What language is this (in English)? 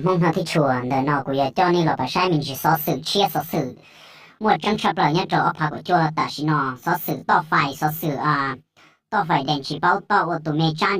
Hmong